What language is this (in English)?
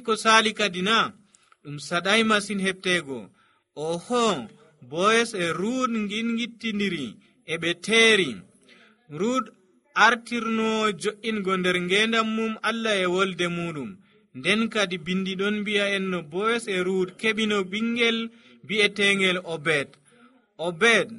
Nigerian Fulfulde